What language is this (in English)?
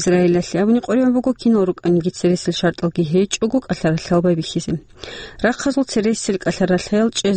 Avaric